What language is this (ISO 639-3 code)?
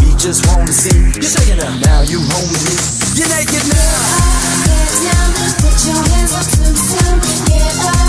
eng